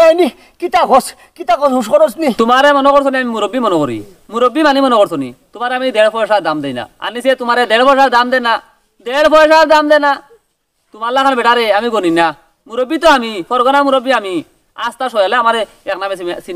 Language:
Sylheti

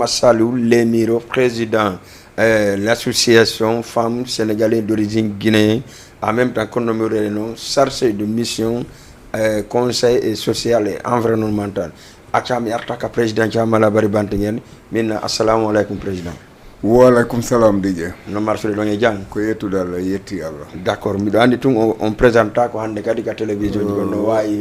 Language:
Fula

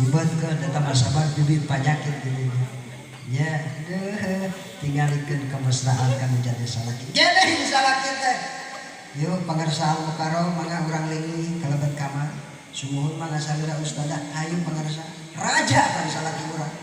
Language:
Sundanese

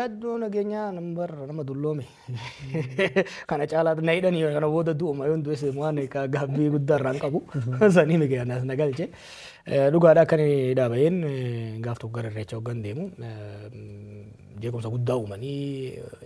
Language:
Oromo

